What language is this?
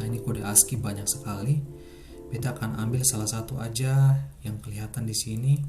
Ambonese Malay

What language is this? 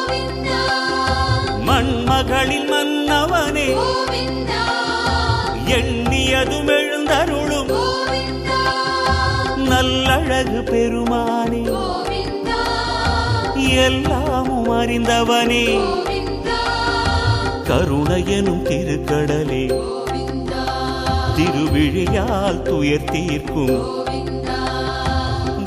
Tamil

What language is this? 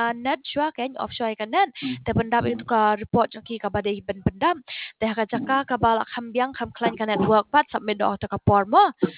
Khasi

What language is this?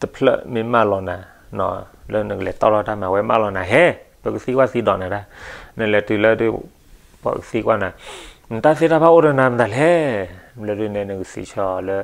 S'gaw Karen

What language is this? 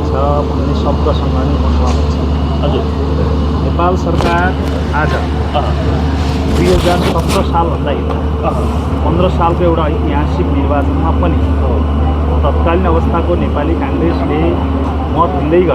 Nepali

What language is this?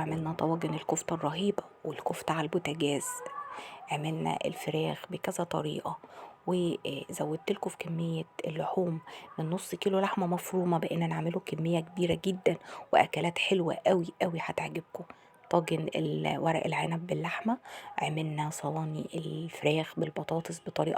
Egyptian Arabic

